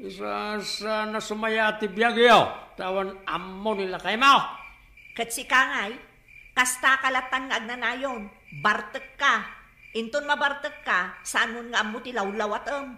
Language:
Iloko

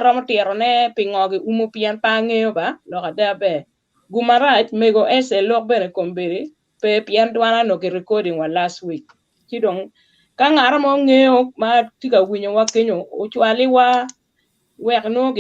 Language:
Acoli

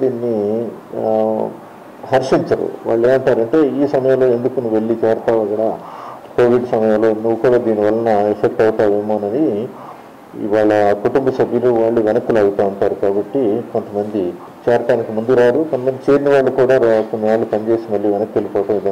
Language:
Telugu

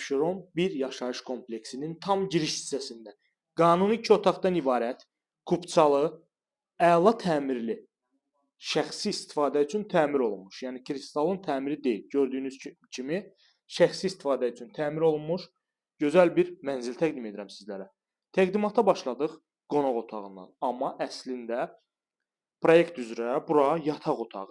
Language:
Azerbaijani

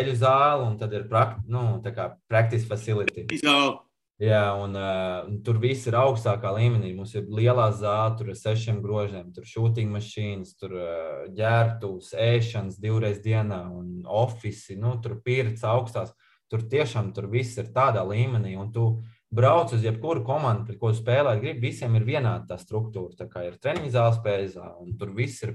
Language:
Latvian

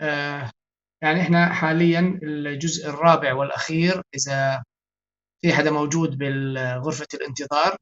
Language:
North Levantine Arabic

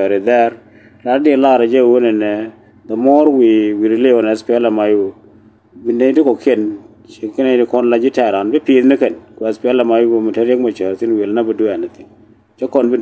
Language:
Nuer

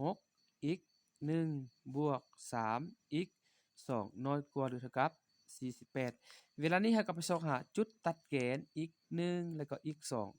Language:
Lao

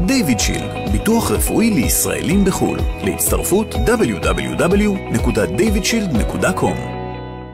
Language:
Hebrew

